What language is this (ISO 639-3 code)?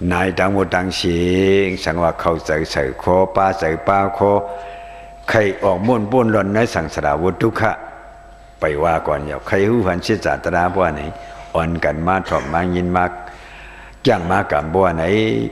shn